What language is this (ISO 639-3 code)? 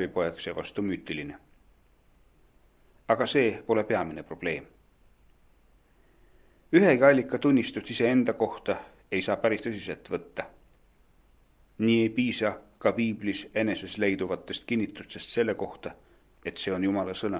est